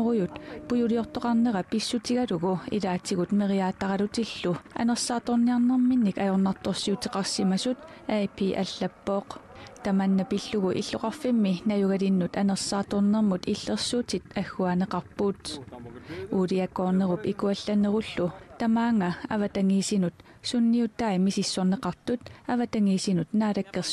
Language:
Kalaallisut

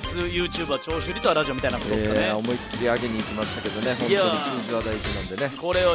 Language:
Japanese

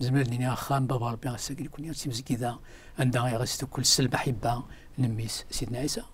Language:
Kabyle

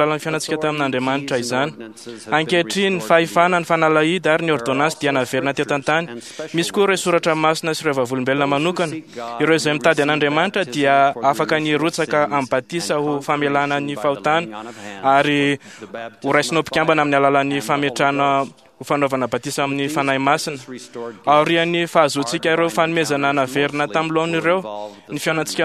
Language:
Malagasy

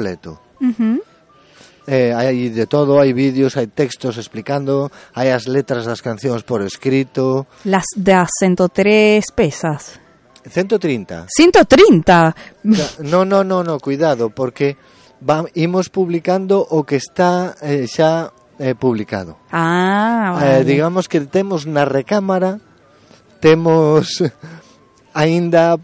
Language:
Galician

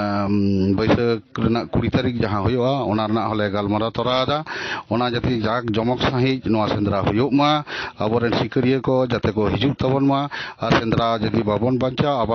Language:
Santali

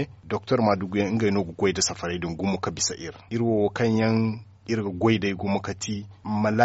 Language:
Zarma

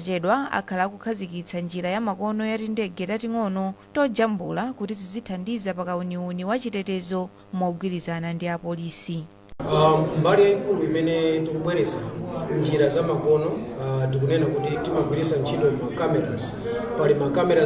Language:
Nyanja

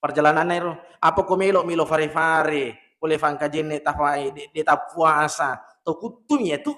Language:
Buginese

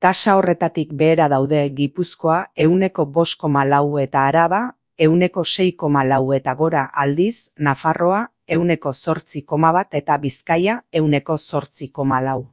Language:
Basque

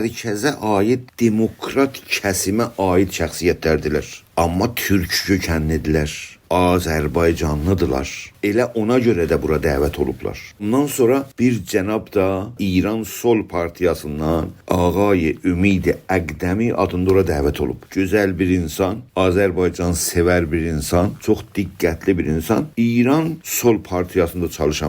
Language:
South Azerbaijani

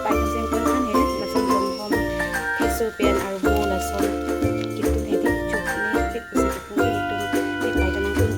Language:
Karbi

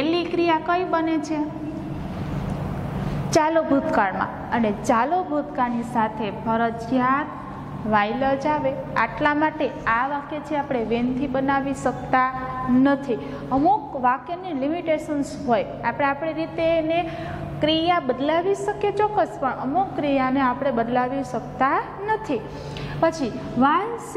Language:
Gujarati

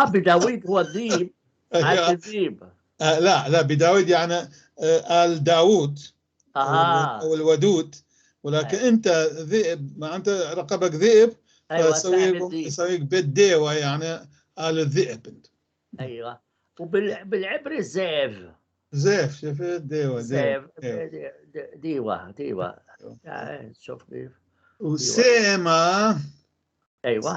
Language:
North Levantine Arabic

